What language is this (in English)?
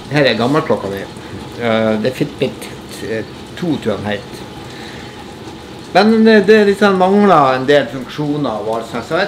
Norwegian